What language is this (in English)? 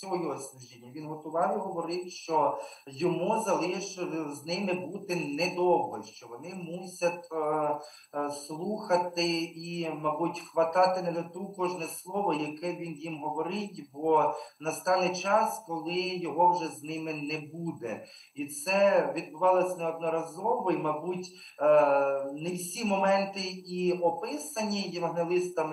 Ukrainian